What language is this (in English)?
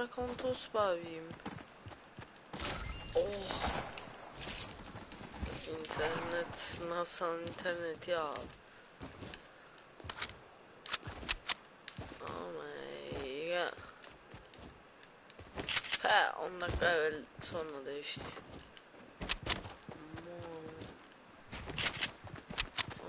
Turkish